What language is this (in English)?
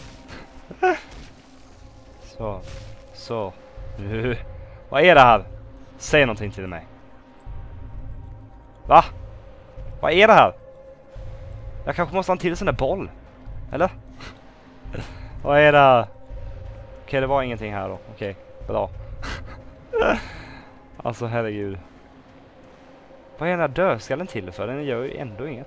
Swedish